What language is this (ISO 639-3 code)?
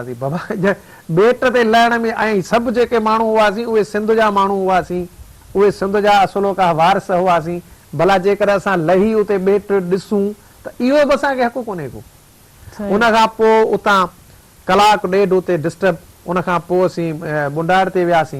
snd